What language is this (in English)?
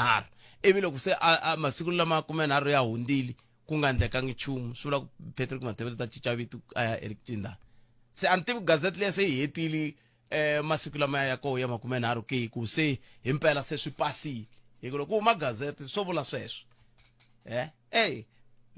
Tsonga